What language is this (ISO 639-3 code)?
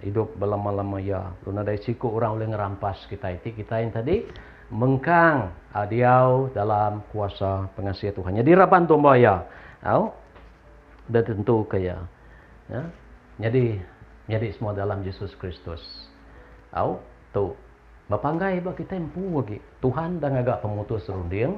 iba